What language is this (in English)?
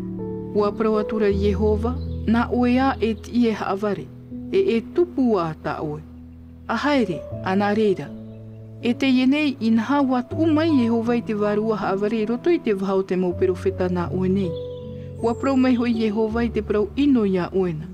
Tahitian